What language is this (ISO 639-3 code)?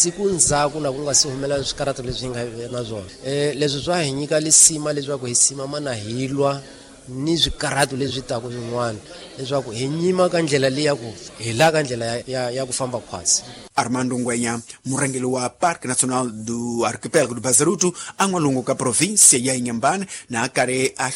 tso